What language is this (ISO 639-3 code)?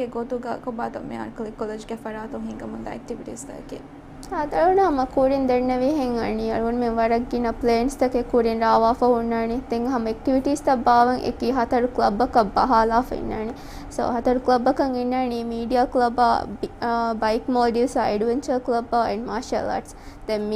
div